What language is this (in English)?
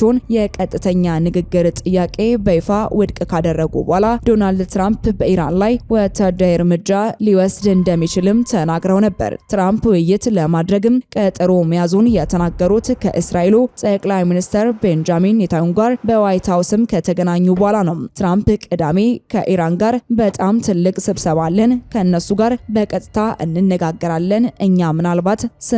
Amharic